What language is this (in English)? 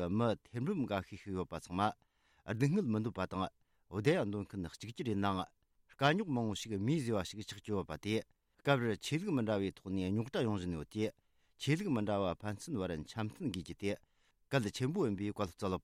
Tibetan